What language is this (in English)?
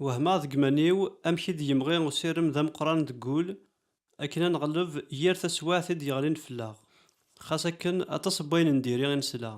Kabyle